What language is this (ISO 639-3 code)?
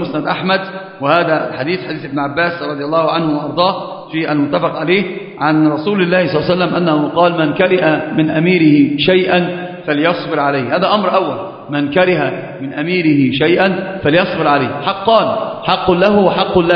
ara